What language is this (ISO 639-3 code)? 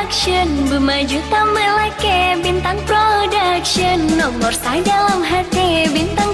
ace